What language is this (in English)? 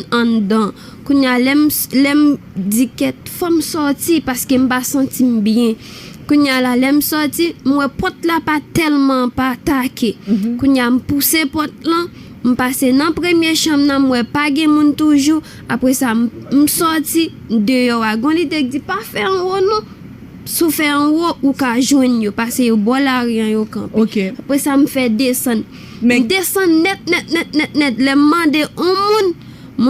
Haitian Creole